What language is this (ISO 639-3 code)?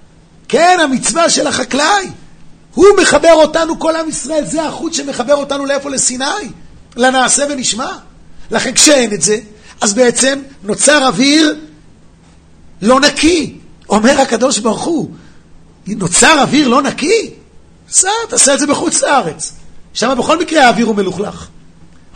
heb